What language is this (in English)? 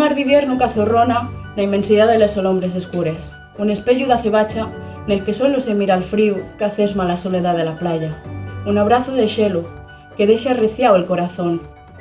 Asturian